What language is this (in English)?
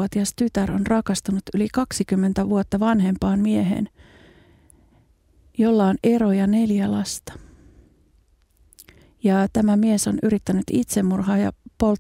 Finnish